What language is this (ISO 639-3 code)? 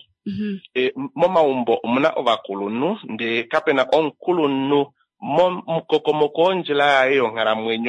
kua